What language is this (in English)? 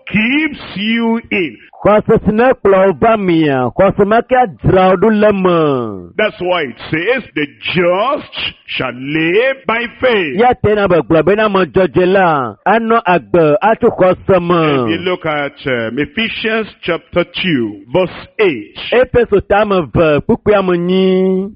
Ewe